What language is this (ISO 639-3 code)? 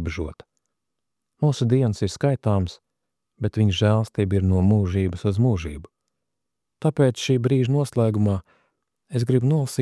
lav